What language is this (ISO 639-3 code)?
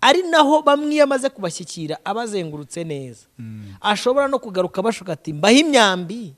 kin